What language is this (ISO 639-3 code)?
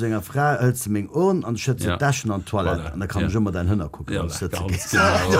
ltz